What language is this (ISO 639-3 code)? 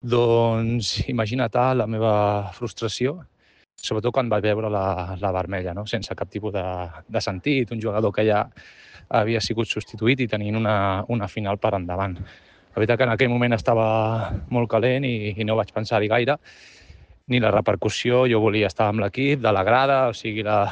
cat